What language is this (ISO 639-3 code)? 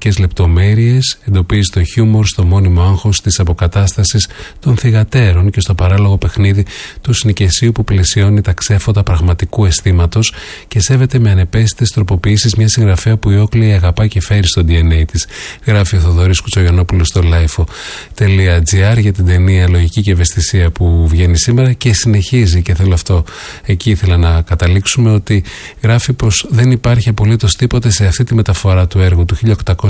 ell